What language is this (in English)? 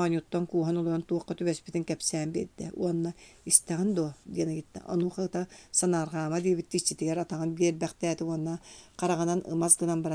Yakut